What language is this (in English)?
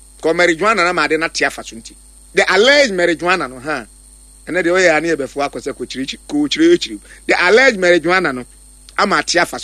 Akan